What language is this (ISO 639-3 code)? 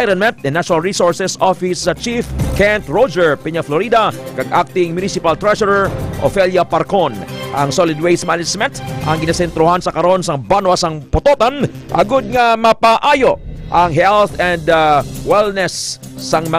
hil